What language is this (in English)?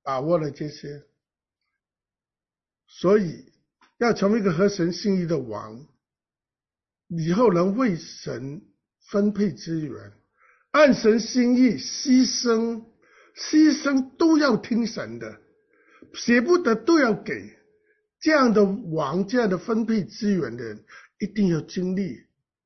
Chinese